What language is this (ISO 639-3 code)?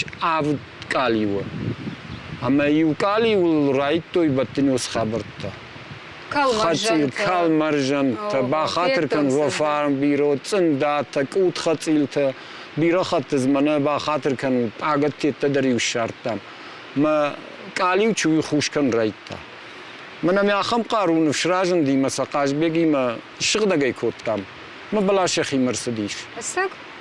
oss